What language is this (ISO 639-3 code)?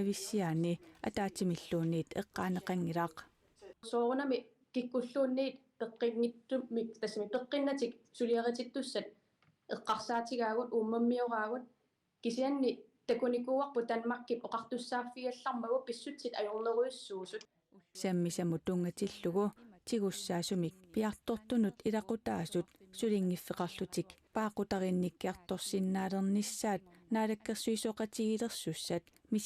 kal